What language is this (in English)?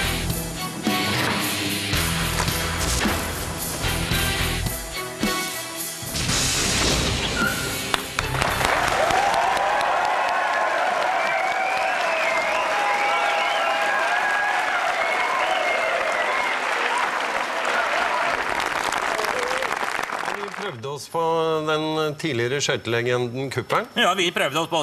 Norwegian